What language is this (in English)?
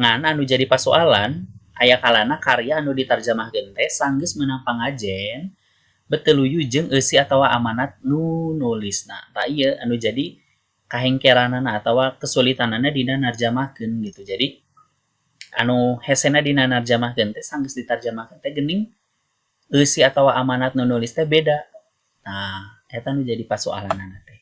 Sundanese